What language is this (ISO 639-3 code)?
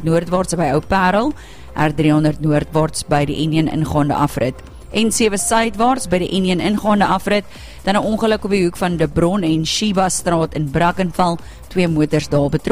afr